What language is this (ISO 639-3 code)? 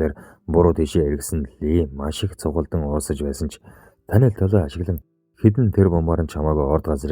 mon